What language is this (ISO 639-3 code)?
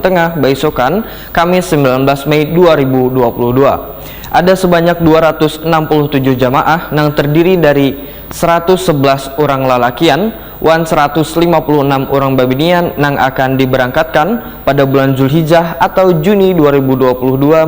bjn